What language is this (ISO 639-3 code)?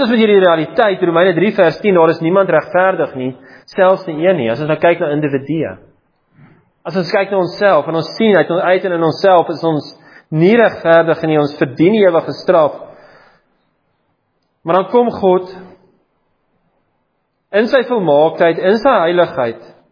afr